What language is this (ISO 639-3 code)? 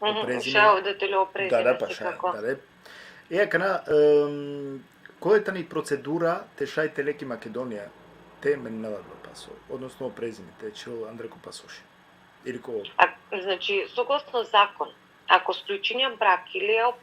rmn